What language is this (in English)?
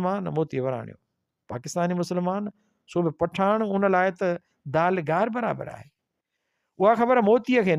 Sindhi